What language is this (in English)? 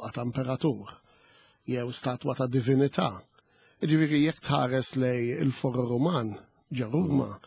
Maltese